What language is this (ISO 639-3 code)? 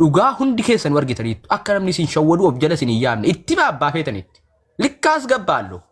orm